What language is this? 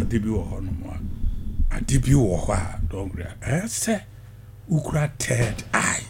Akan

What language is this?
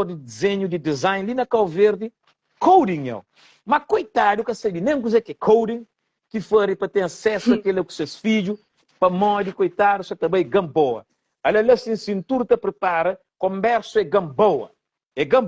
Kabuverdianu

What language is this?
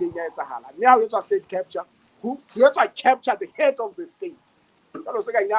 Southern Sotho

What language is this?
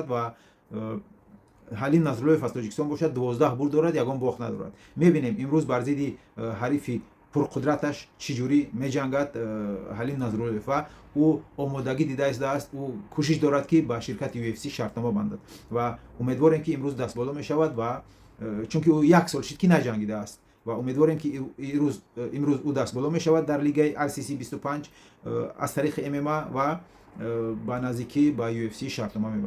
Tajik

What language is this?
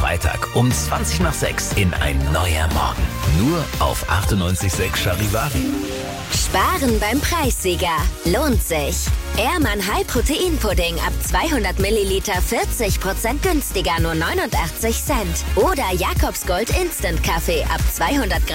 German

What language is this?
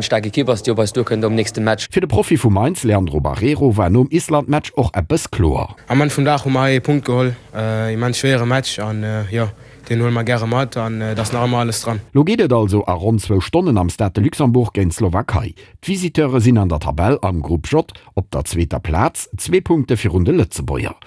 Luxembourgish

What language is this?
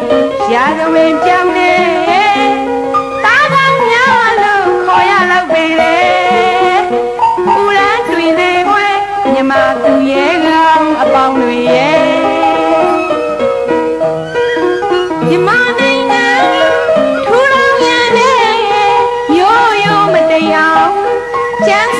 Burmese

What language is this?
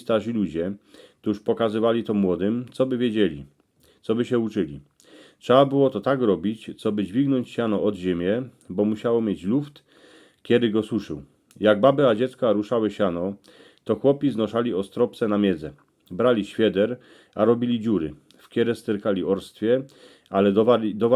Silesian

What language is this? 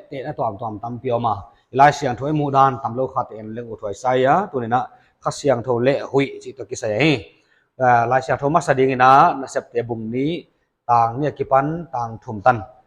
Paite Chin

